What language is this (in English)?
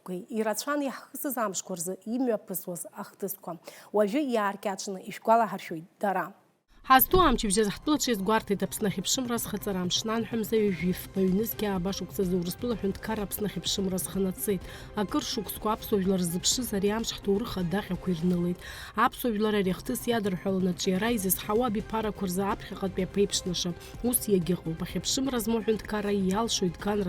Abkhazian